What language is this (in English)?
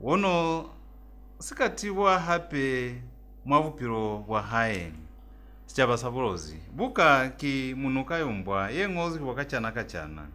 Lozi